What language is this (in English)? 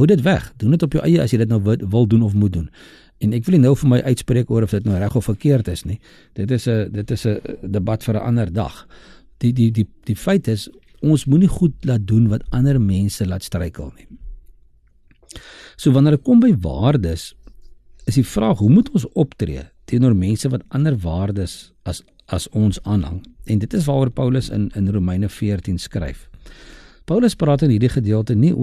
Afrikaans